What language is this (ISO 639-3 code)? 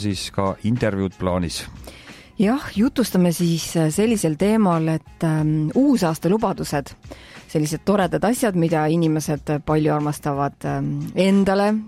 est